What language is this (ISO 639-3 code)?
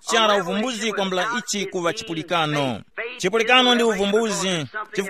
tum